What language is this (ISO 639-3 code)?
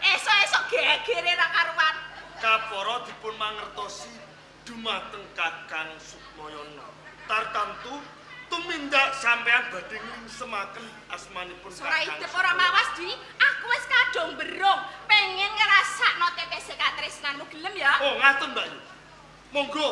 jav